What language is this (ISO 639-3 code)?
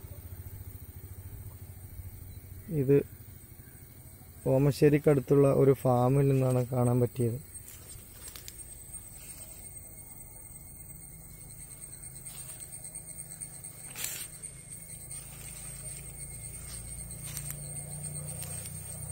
mal